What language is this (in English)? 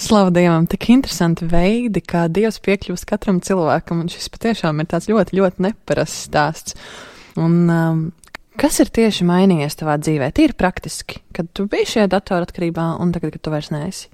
Latvian